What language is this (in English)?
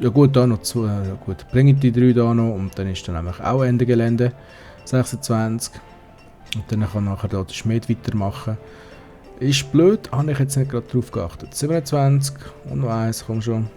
Swiss German